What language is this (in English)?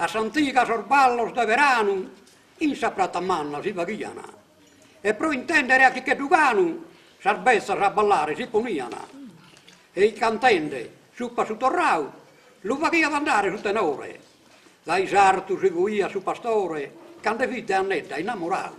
Sardinian